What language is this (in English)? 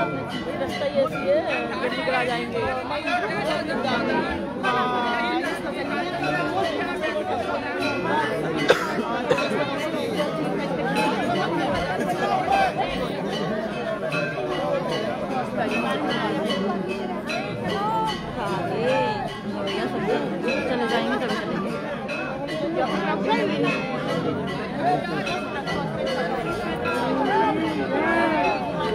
Hindi